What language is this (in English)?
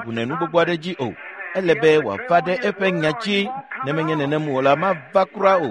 Ewe